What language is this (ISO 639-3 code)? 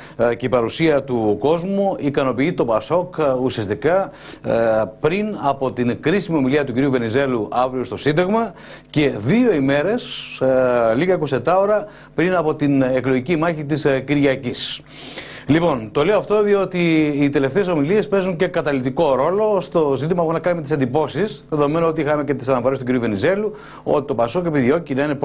ell